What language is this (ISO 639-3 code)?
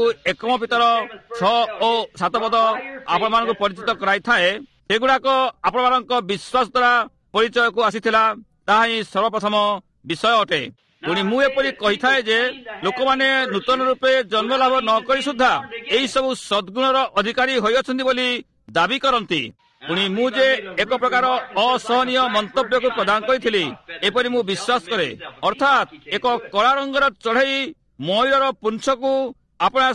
ori